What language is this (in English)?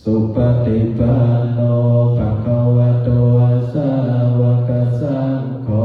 Pali